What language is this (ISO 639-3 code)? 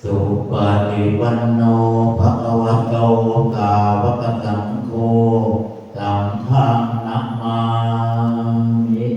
pli